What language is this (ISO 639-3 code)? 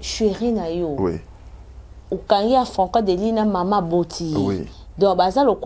lin